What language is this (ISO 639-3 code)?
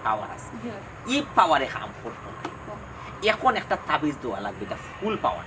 syl